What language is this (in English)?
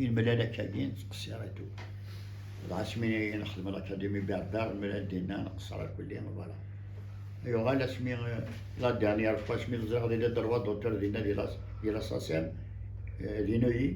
Kabyle